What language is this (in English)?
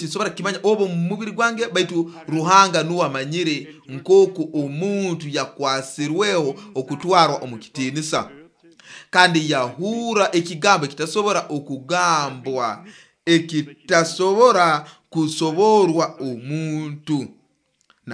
Nyoro